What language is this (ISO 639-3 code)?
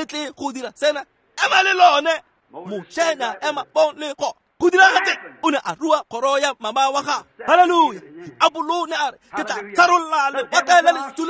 tsn